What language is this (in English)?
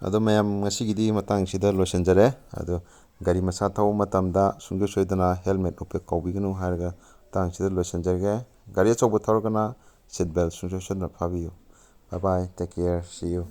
Manipuri